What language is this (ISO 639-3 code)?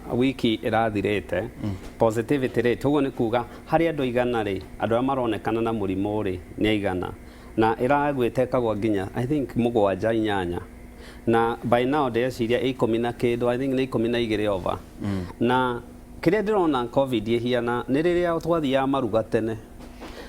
kik